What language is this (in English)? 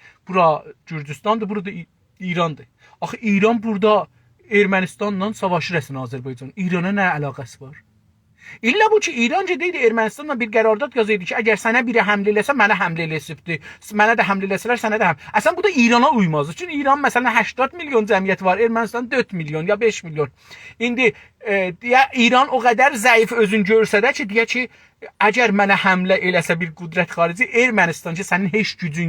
South Azerbaijani